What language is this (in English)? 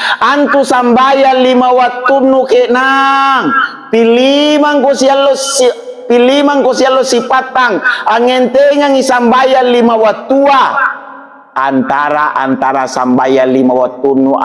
Makasar